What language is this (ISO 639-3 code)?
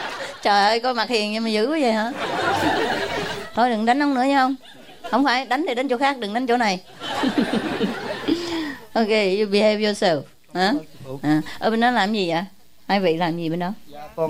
vie